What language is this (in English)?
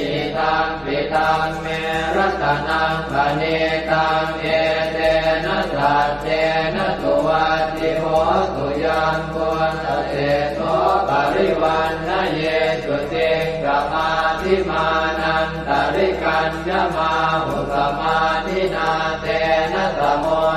Pali